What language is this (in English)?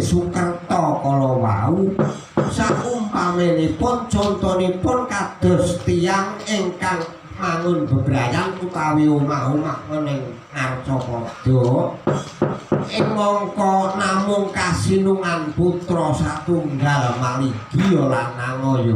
Javanese